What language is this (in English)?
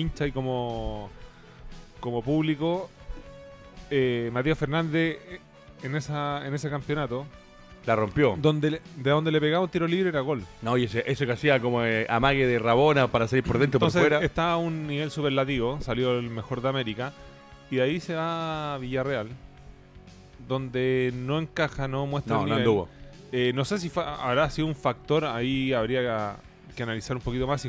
Spanish